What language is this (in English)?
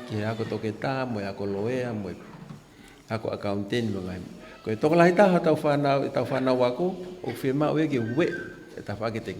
Tongan